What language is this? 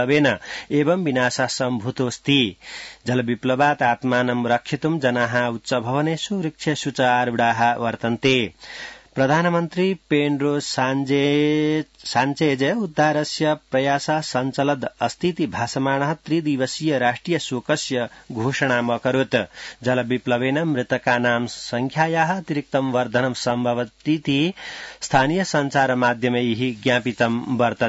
Sanskrit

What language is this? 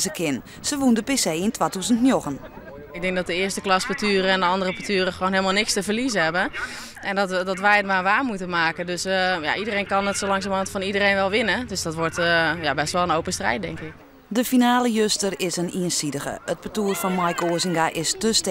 Western Frisian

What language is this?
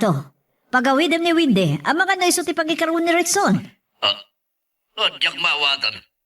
Iloko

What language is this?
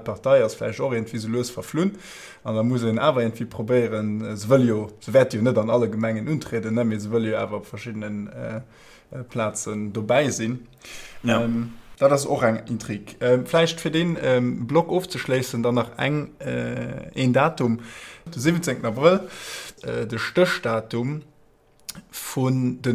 Luxembourgish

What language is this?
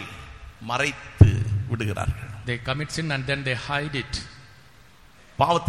Tamil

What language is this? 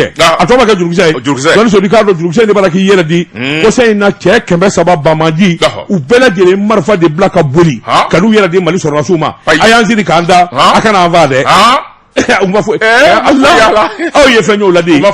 Bambara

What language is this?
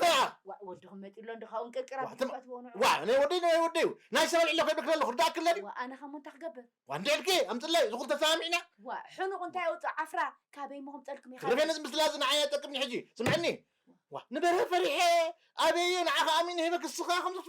Tigrinya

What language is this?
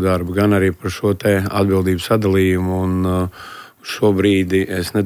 Latvian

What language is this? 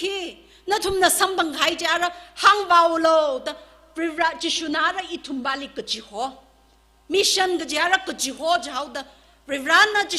Tangkhul Naga (India)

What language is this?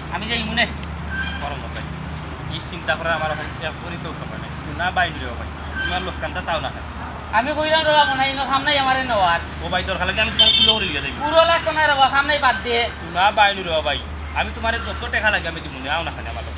Sylheti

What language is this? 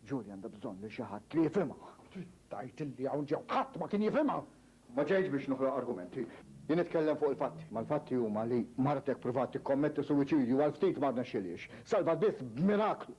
Maltese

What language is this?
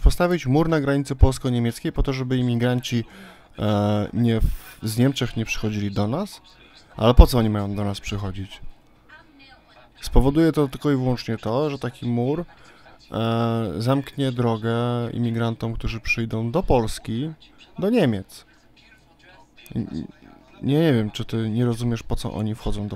Polish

